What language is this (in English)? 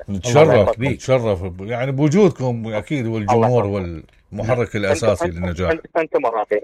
Mesopotamian Arabic